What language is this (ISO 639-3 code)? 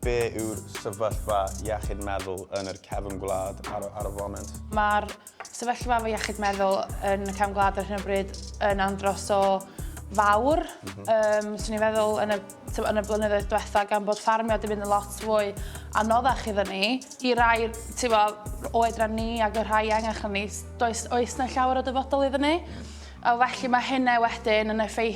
cym